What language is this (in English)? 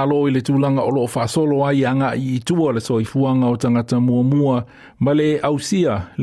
Samoan